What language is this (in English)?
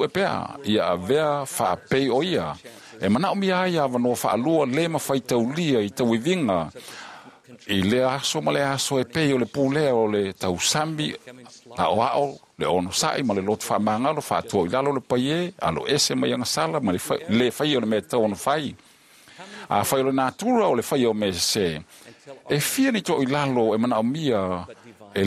Samoan